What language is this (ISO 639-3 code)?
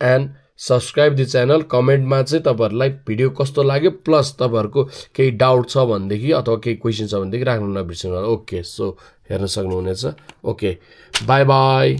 nep